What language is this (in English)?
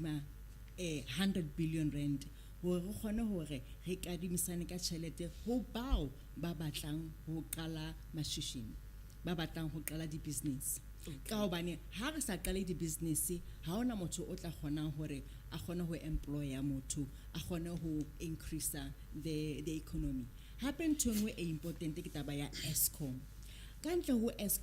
Southern Sotho